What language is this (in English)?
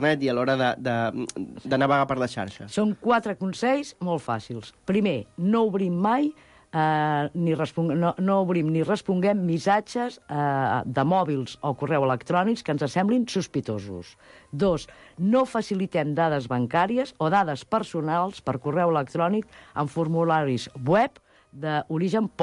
Catalan